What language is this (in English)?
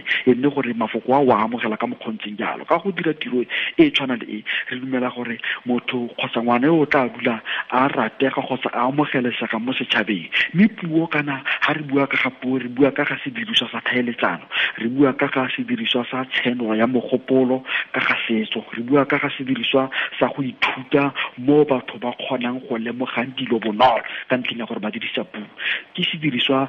Tswana